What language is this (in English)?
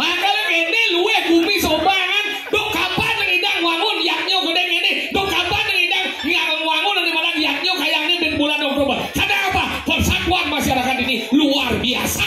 Balinese